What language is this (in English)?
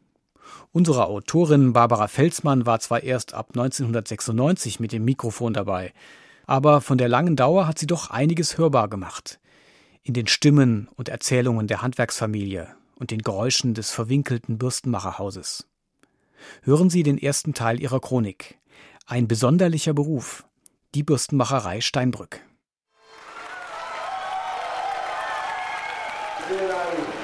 German